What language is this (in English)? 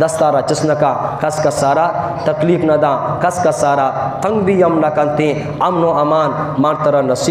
Eastern Balochi